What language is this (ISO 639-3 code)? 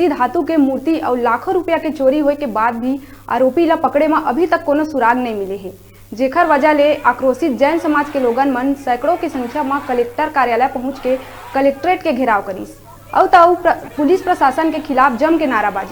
hne